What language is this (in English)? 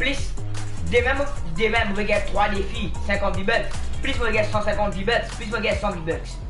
Morisyen